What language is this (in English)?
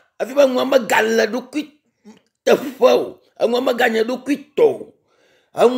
Ewe